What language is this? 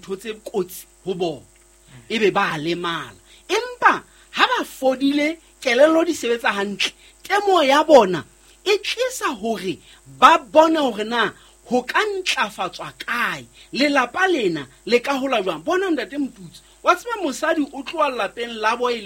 Southern Sotho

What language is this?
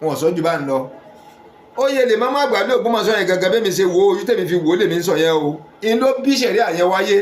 Yoruba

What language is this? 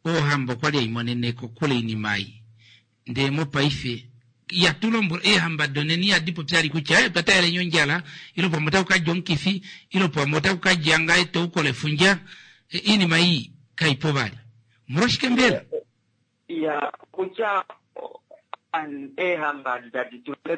Kuanyama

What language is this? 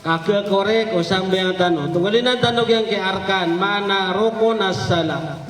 Maranao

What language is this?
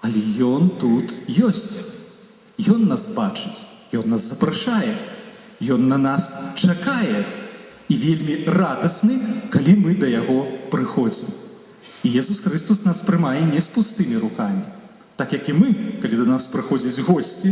Belarusian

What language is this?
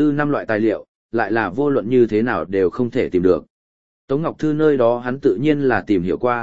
Vietnamese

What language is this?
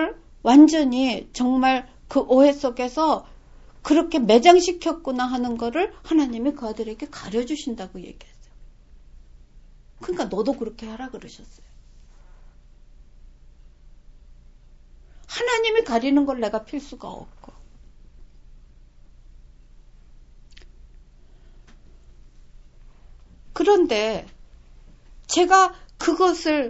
Korean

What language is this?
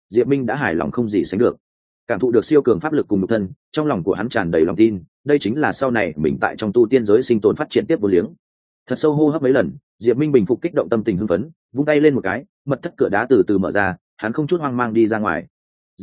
Vietnamese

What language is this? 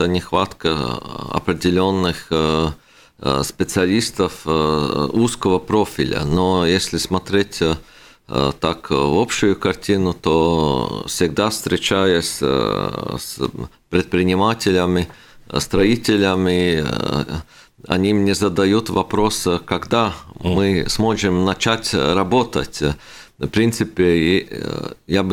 Russian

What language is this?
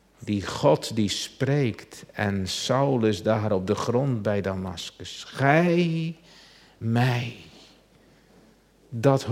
Dutch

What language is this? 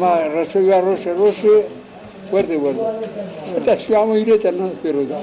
Zaza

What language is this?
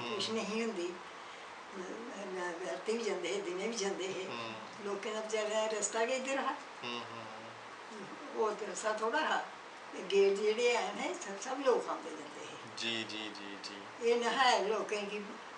Dogri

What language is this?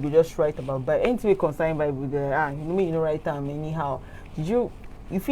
Nigerian Pidgin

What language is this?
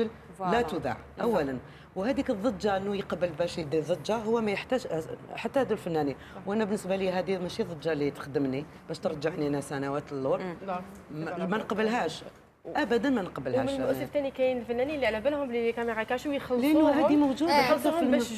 Algerian Arabic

